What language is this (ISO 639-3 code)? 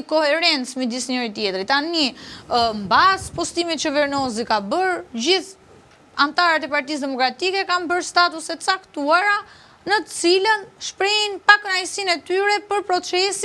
sqi